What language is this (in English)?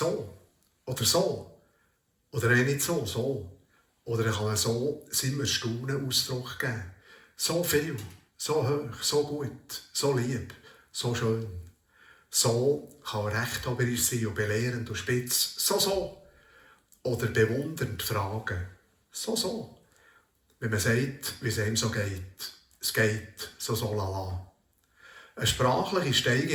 Swiss German